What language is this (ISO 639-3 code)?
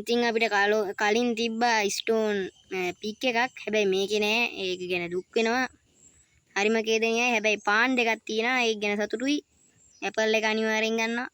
sin